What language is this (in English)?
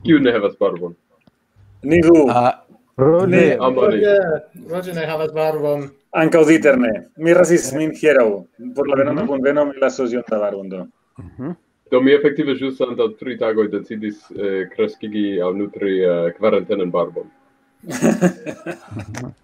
Esperanto